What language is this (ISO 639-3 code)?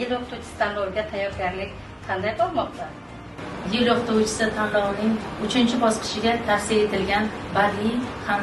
uzb